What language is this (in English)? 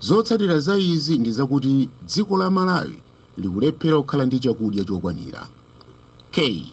Nyanja